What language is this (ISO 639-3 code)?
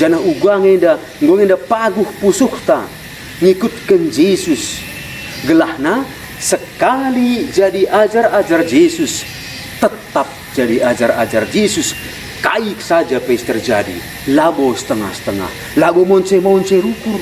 btx